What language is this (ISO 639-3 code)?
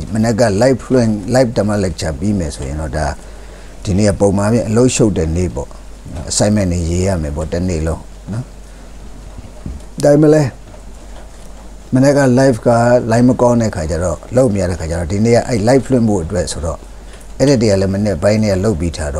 mya